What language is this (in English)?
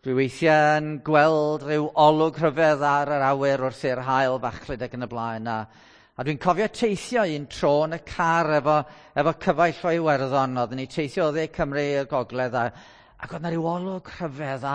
Welsh